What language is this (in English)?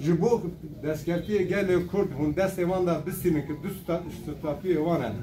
Kurdish